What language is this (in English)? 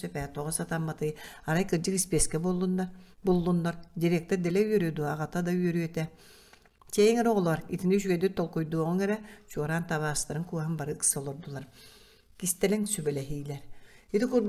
Yakut